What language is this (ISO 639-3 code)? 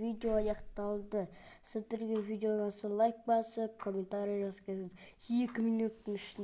kaz